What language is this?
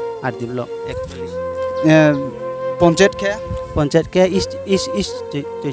Riang (India)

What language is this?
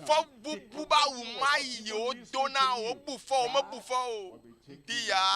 Ewe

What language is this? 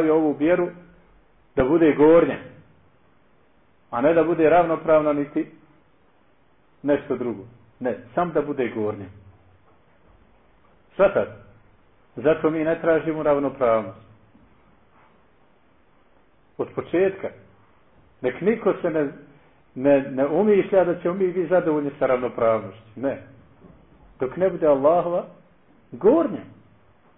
Bosnian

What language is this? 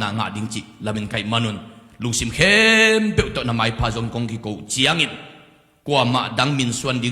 Tedim Chin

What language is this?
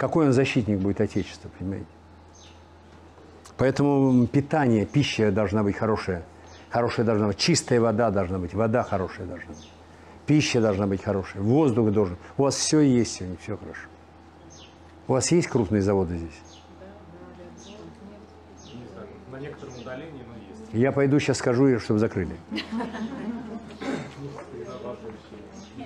Russian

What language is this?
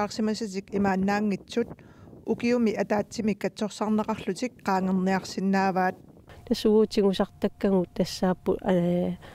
Kalaallisut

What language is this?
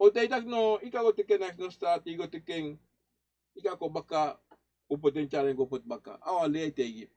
Sranan Tongo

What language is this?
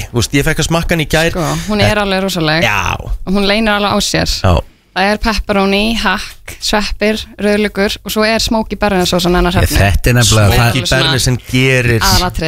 Icelandic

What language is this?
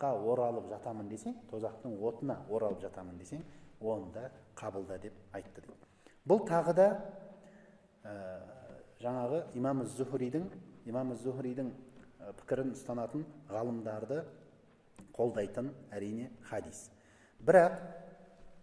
Kazakh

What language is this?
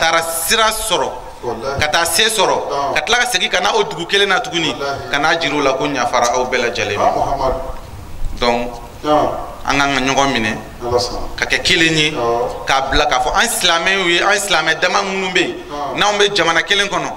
Bambara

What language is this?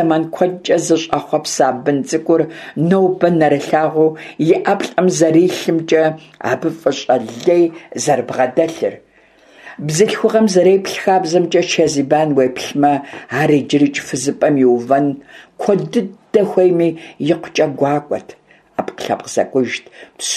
Kabardian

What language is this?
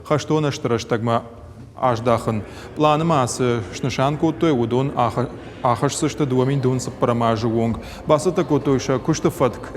Ossetic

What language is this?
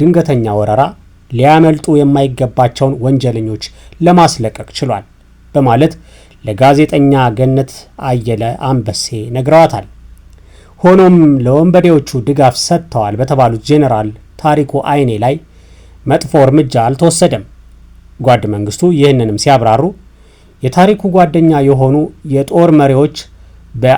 Amharic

